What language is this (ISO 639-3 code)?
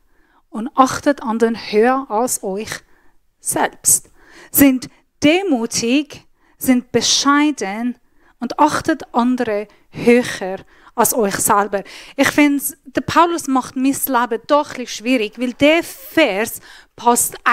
gsw